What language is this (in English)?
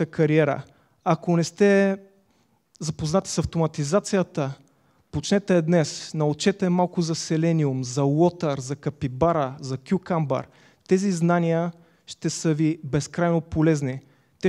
Bulgarian